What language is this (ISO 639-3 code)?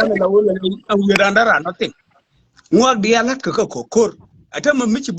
nus